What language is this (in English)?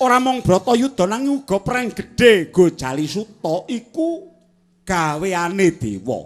Javanese